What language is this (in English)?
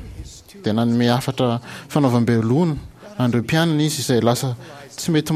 Malagasy